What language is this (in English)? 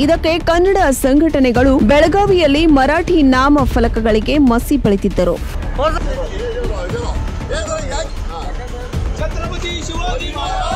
Kannada